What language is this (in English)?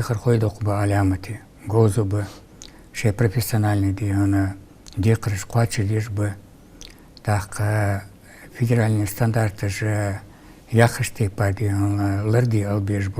Ingush